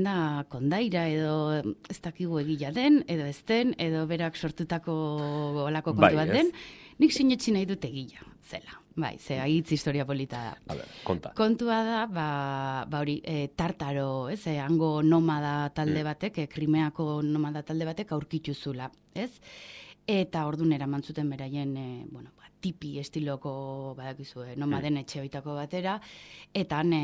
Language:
Basque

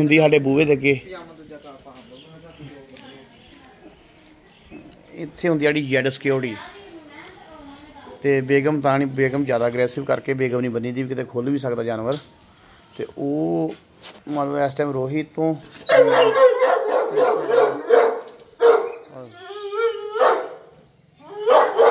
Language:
Punjabi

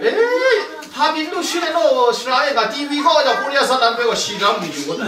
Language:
Kachin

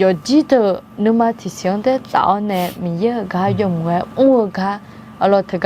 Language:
Akha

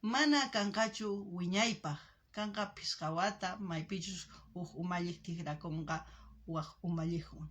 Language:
South Bolivian Quechua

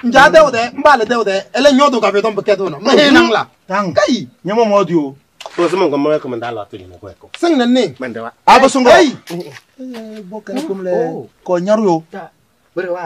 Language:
Kabiyè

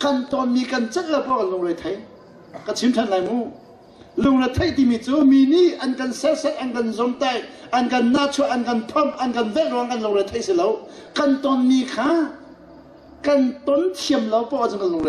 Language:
Hakha Chin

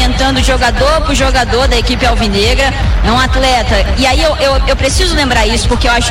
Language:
Portuguese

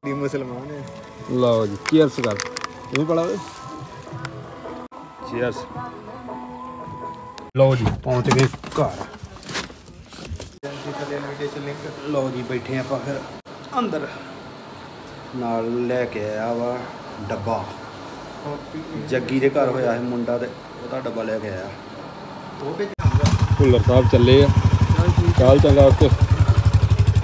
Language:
Punjabi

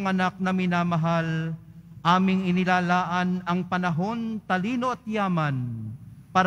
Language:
Filipino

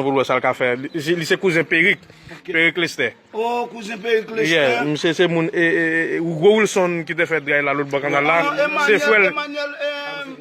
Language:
Haitian Creole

